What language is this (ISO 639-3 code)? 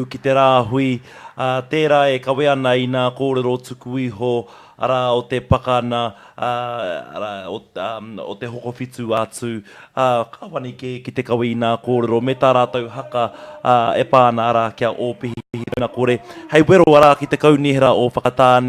mri